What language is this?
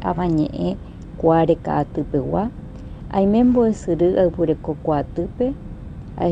Guarani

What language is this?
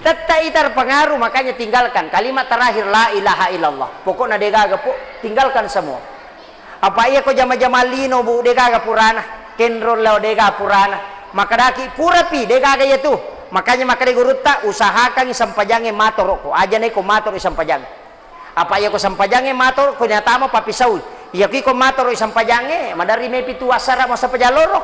Buginese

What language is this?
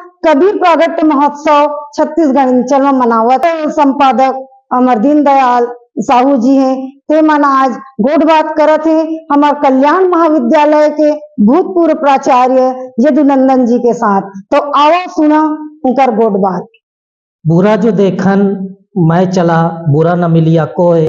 Chhattisgarhi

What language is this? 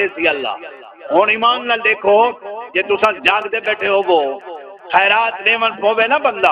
Saraiki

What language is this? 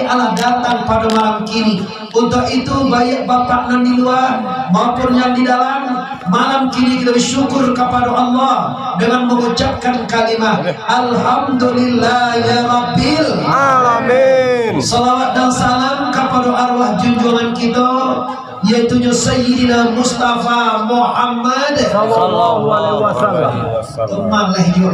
Minangkabau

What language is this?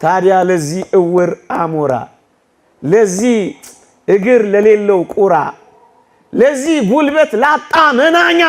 Amharic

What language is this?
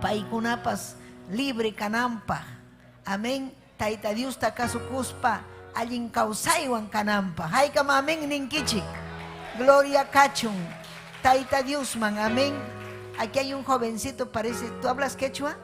Ayacucho Quechua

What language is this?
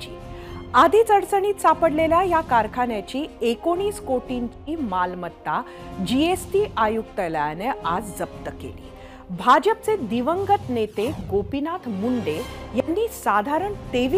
Marathi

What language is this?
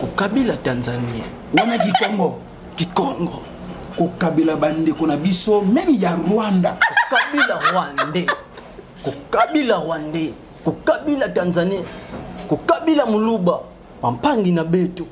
Lingala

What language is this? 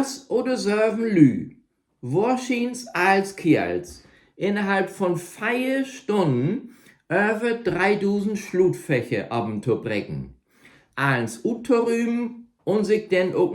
Low German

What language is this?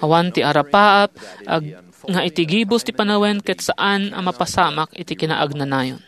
Iloko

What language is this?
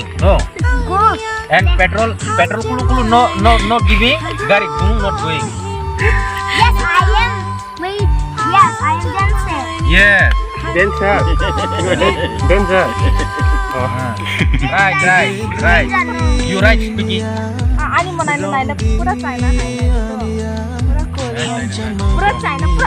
Kok Borok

